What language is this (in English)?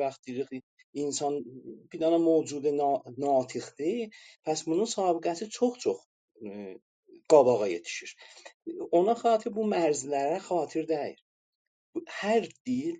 South Azerbaijani